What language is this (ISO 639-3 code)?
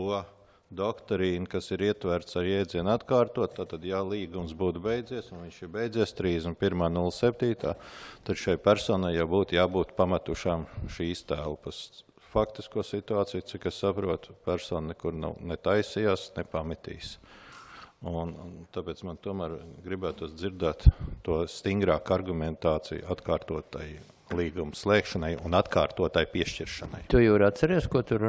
lav